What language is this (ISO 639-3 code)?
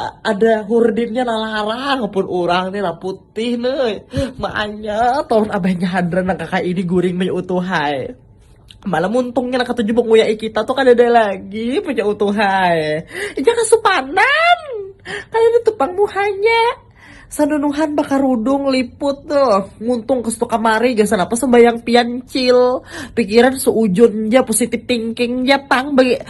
bjn